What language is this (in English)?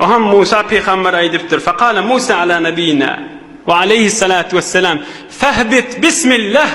Turkmen